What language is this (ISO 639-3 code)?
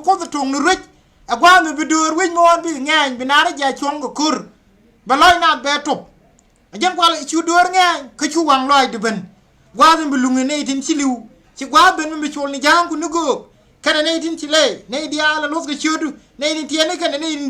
nus